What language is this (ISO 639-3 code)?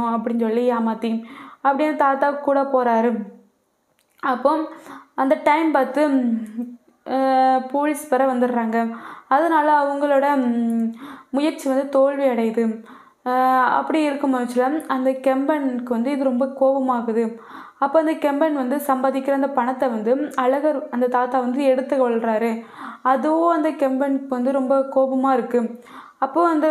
tam